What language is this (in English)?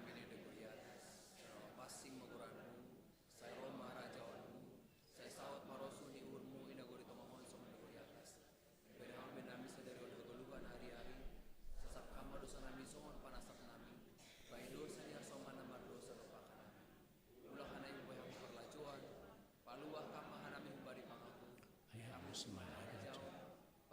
Batak Simalungun